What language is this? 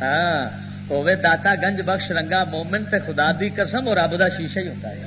Western Panjabi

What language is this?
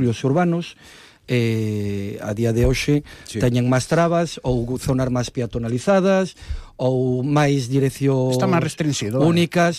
Galician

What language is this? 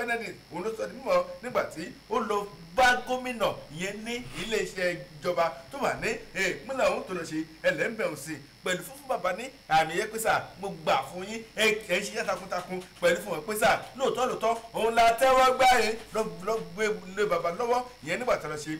Yoruba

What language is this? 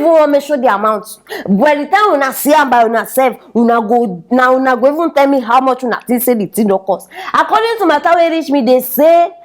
Nigerian Pidgin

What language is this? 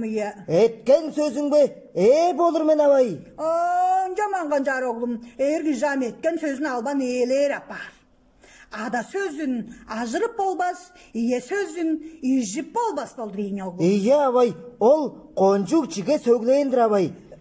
Tuvinian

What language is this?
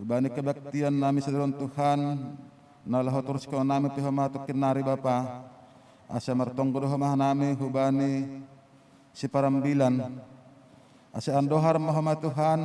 Batak Simalungun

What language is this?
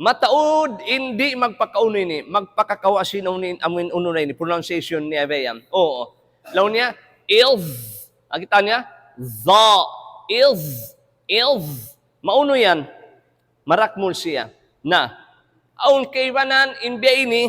Tausug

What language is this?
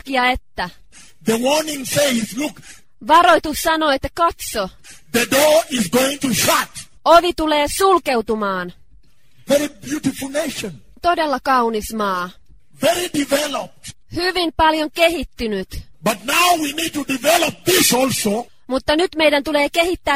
Finnish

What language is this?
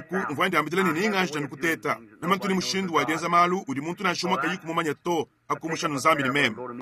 Luba-Lulua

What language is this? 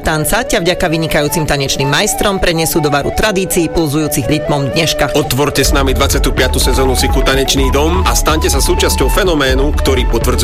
Slovak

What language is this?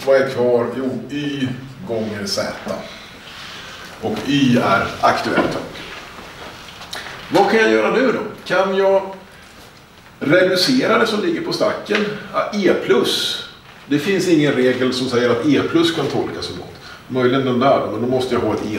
Swedish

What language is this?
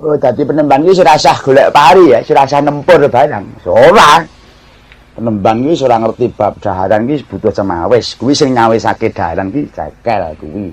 Javanese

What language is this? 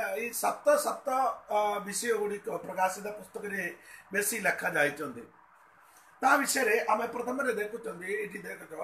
Odia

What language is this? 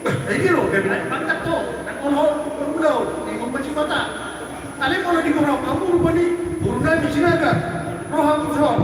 Batak Toba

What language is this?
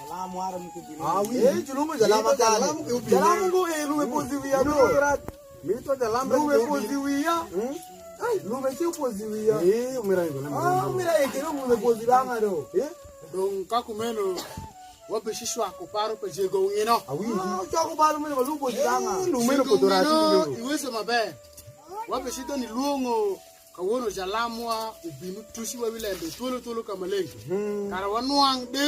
Alur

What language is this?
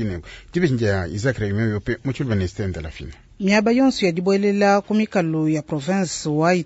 Luba-Lulua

